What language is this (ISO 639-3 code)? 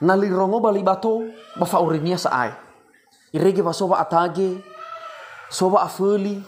nia